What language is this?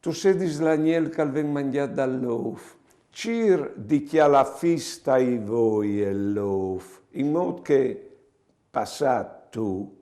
Friulian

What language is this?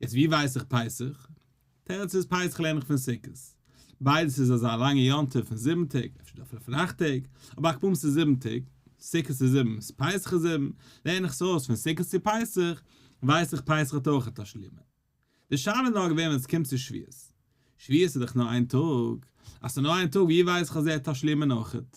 Yiddish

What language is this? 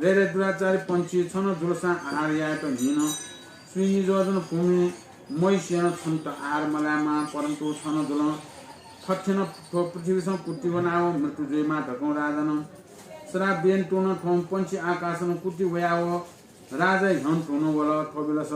Newari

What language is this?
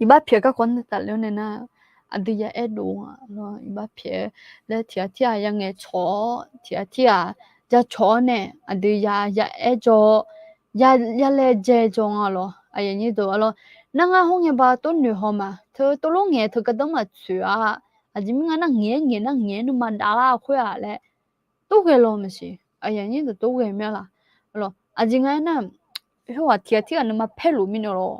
Akha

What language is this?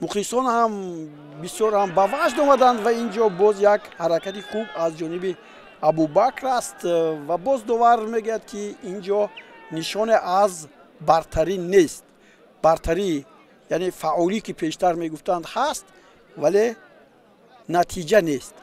Tajik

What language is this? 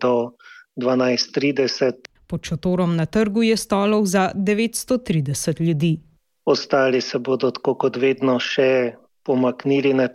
Slovenian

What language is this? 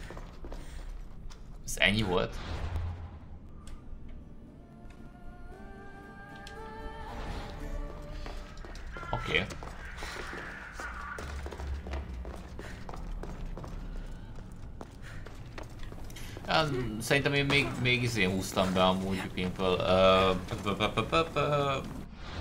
Hungarian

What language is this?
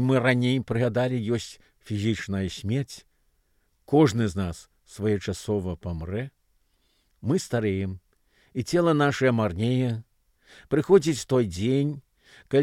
Belarusian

